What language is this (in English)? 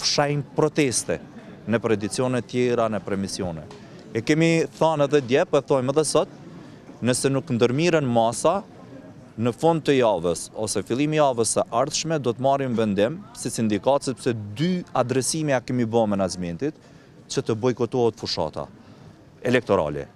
Albanian